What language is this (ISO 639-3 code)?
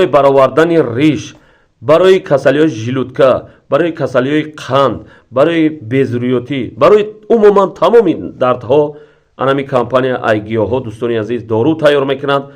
tgk